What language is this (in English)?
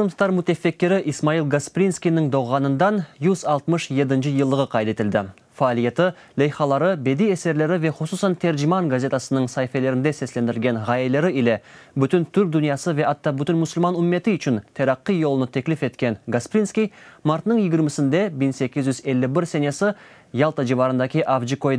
Crimean Tatar